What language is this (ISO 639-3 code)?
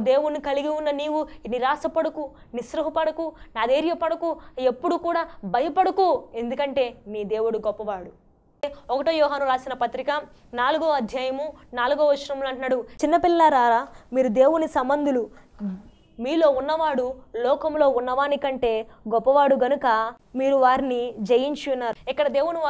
tel